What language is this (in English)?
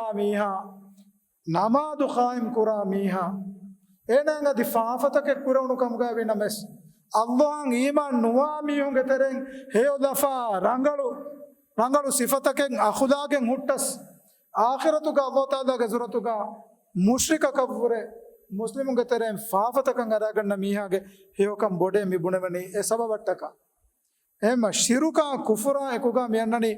Divehi